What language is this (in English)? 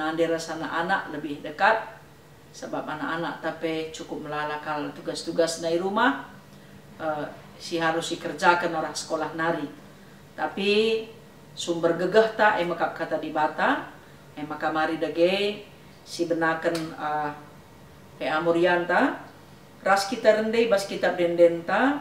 Batak Karo